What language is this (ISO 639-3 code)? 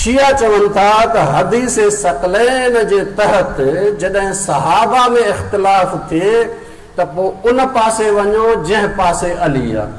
snd